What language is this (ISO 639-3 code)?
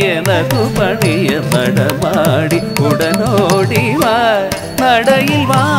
mal